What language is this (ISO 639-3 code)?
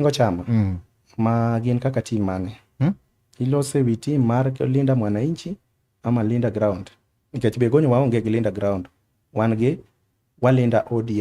luo